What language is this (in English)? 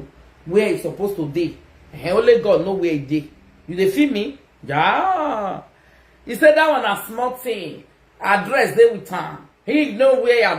Nigerian Pidgin